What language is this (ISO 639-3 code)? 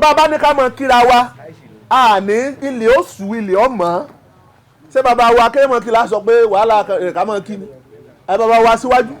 yor